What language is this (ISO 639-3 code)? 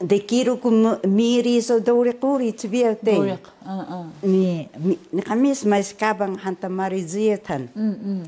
trv